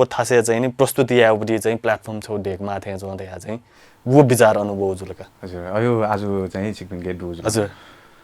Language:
Newari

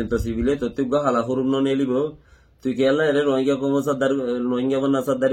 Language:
Rohingya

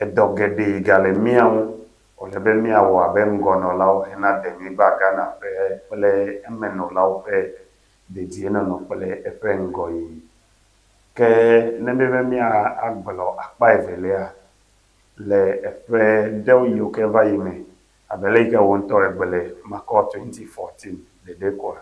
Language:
Ewe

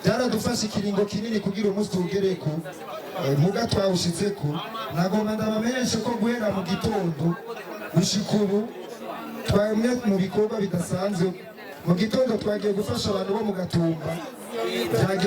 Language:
Rundi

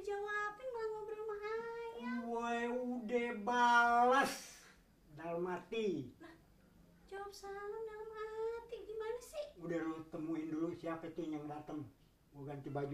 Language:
Betawi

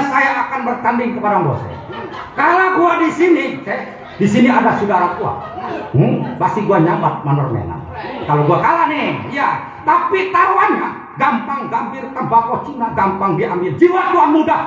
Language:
Betawi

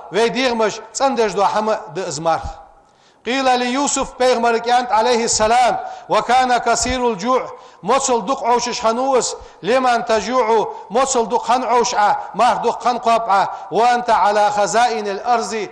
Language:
Ingush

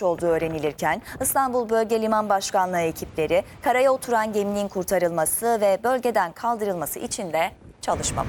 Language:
Turkish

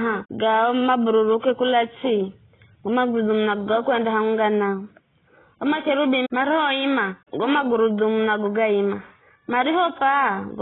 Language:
Giryama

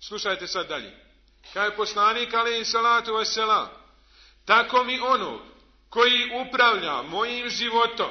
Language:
Bosnian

